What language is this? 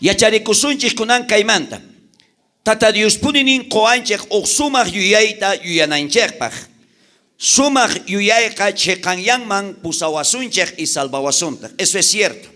South Bolivian Quechua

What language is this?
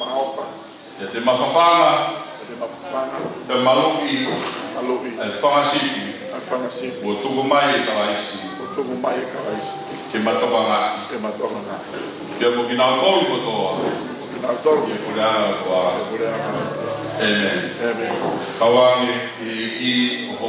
Tongan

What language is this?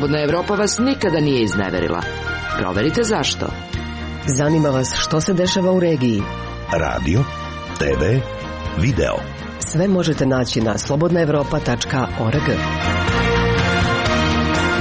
Serbian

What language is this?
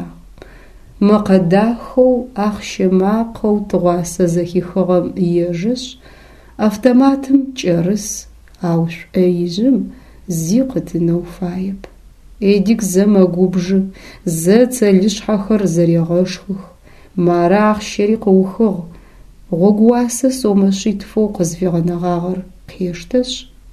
Adyghe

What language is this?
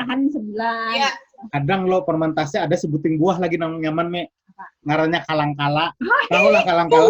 Banjar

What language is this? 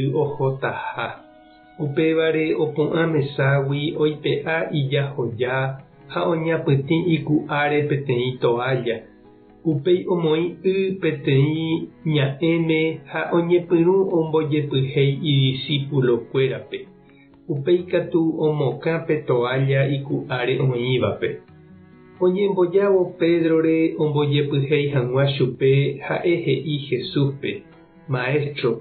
Guarani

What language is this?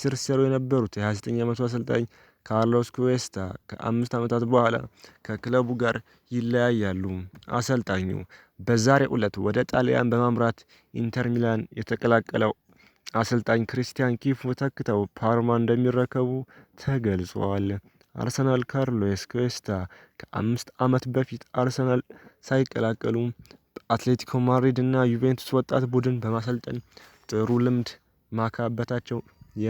Amharic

